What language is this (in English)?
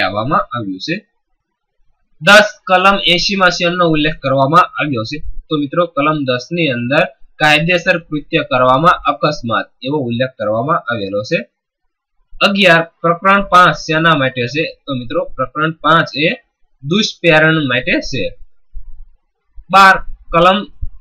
Gujarati